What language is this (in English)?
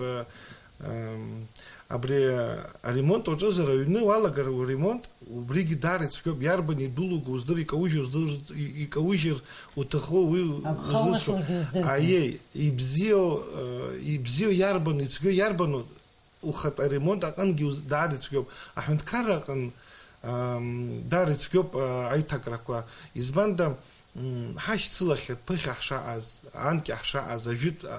Abkhazian